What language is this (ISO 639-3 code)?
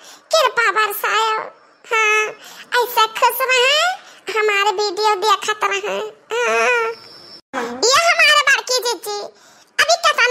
awa